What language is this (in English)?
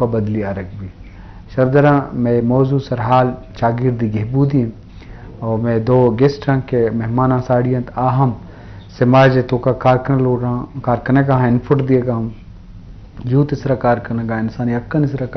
Eastern Balochi